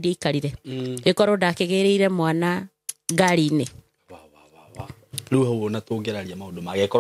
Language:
Kikuyu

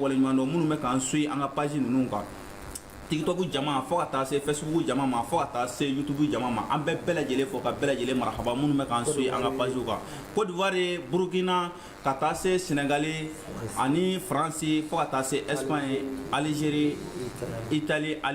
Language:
Bambara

